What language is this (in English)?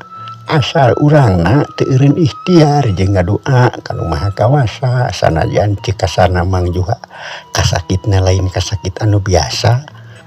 Sundanese